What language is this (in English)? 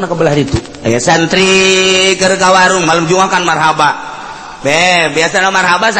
Sundanese